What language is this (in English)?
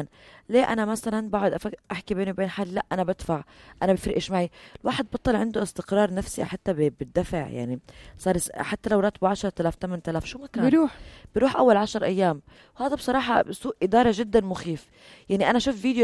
North Levantine Arabic